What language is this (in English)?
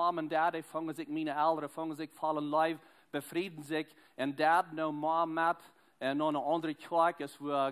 Plautdietsch